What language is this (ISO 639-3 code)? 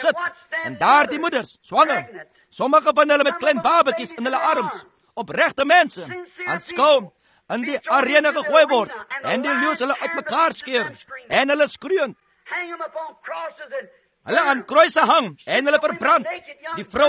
afr